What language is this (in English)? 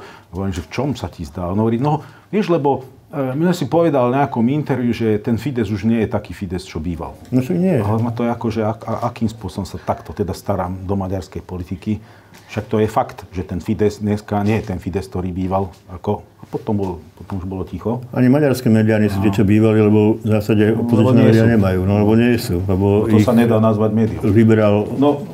Slovak